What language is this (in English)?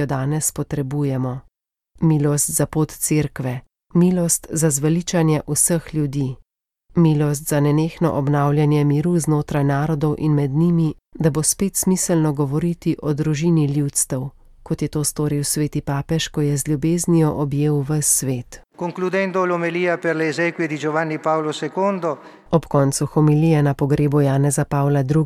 Slovenian